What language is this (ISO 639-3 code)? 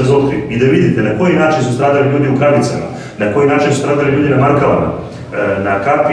srp